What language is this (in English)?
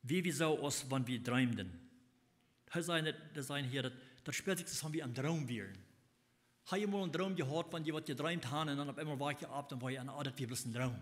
Plautdietsch